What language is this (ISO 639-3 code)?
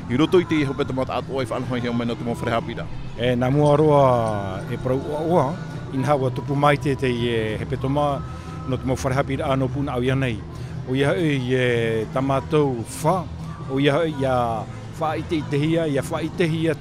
tah